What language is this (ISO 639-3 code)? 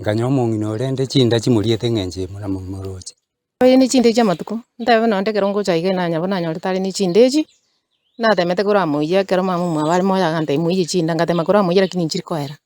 guz